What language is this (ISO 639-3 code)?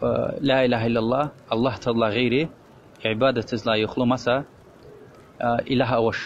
lez